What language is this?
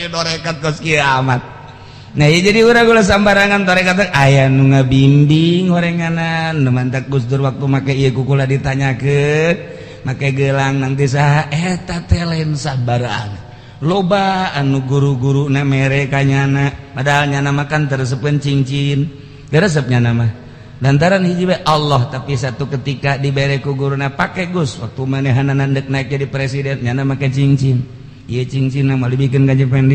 Sundanese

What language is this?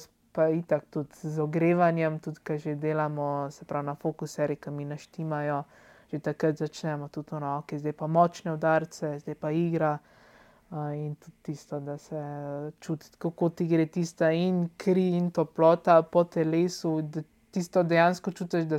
Slovenian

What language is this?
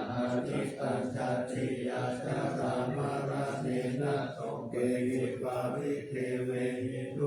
Pali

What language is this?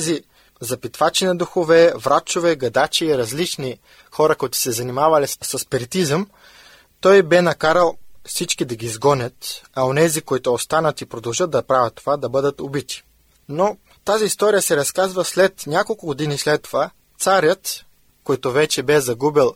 Bulgarian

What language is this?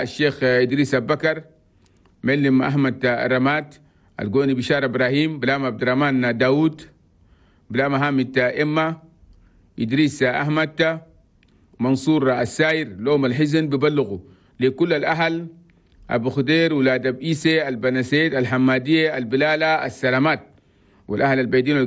Chadian Arabic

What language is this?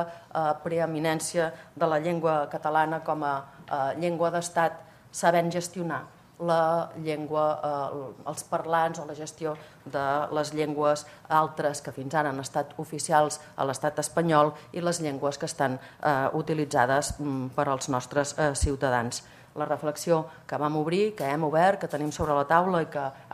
Catalan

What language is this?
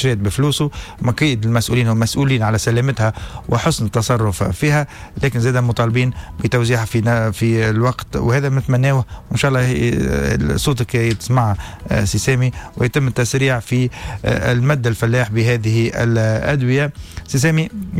Tunisian Arabic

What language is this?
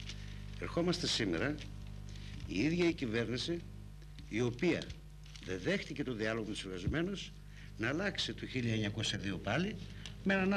Greek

